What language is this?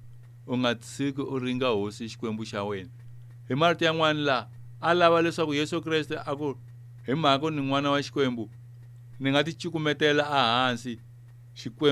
Tsonga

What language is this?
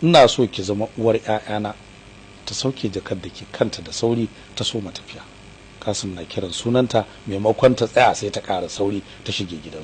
Hausa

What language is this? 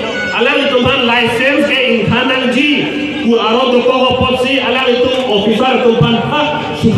Karbi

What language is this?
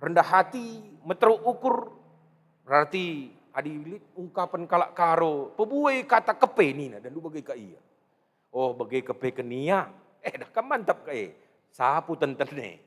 Batak Karo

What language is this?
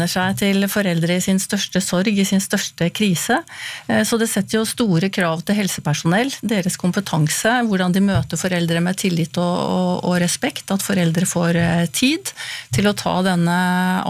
Norwegian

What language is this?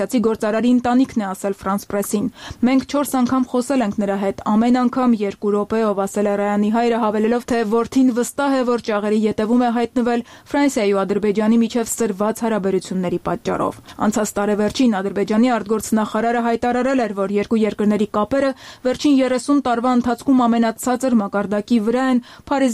Armenian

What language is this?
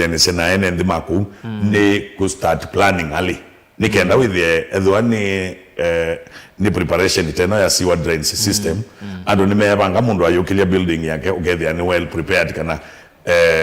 Kamba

